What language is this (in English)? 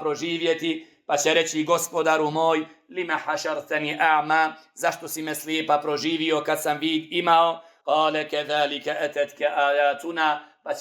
Bosnian